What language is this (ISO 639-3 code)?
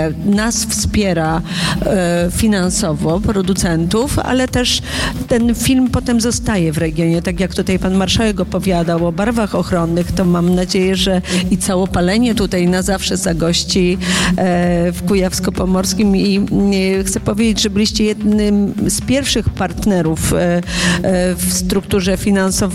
pol